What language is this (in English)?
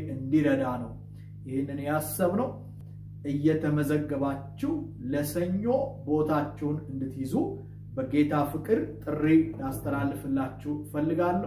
Amharic